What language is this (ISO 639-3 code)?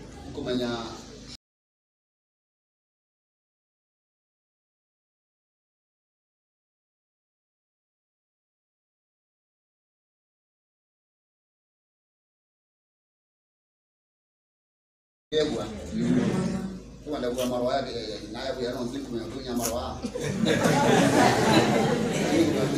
swa